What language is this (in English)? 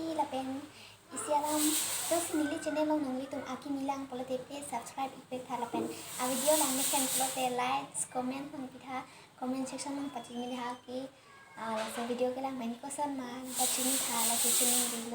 Karbi